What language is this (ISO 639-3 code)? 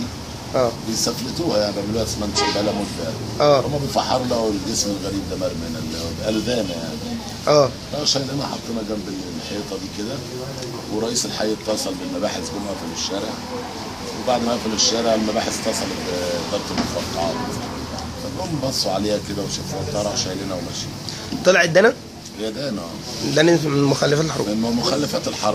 arz